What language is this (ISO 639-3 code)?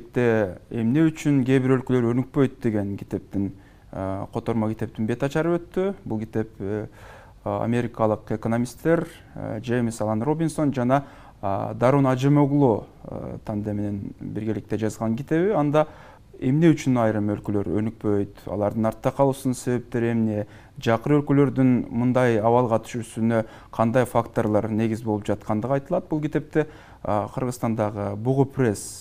kir